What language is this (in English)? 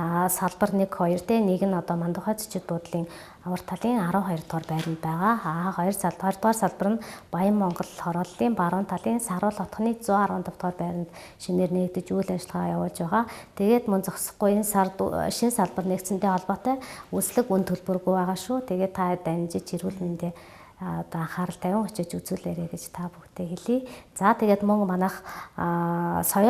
Mongolian